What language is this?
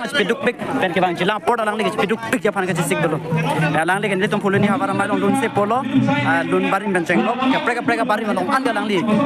Karbi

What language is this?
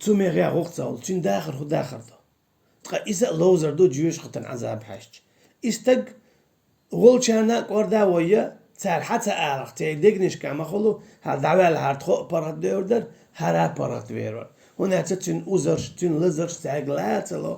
Chechen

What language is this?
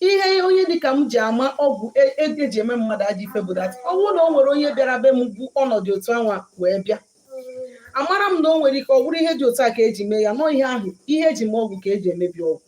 Igbo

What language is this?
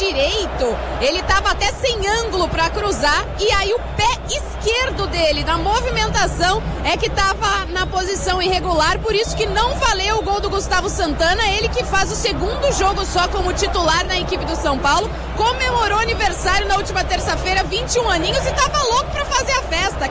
Portuguese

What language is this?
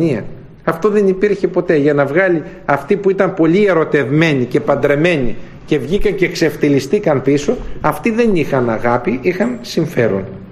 Greek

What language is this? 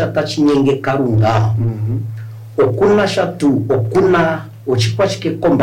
Kuanyama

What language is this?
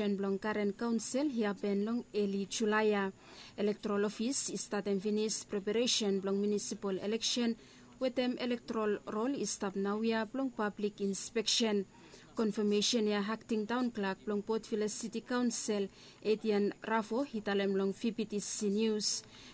Bislama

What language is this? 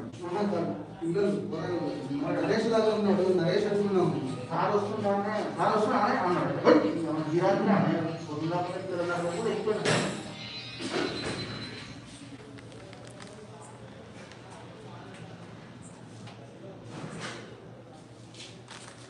Telugu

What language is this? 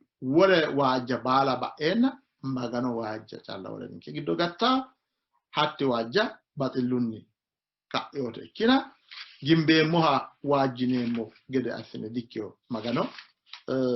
Sidamo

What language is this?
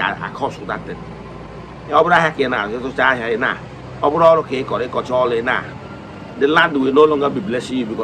Igbo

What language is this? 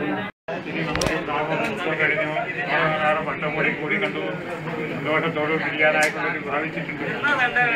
Malayalam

